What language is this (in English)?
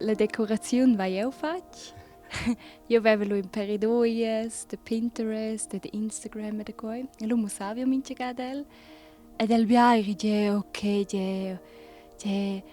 Romansh